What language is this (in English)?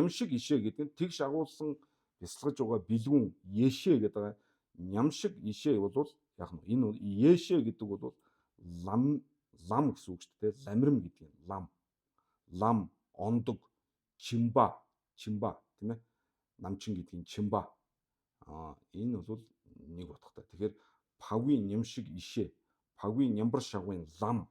Mongolian